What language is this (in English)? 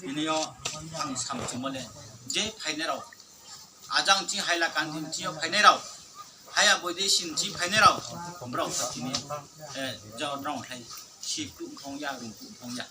Riang (India)